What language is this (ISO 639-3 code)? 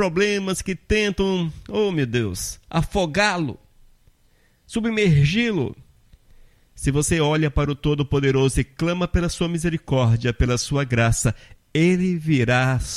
por